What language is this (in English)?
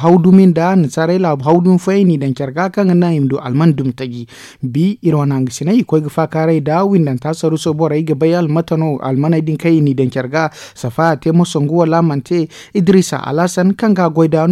Zarma